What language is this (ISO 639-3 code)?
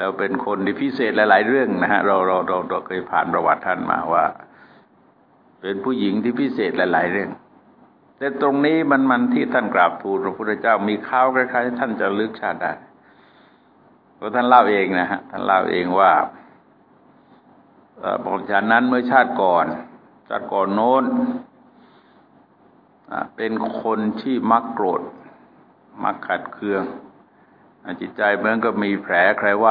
tha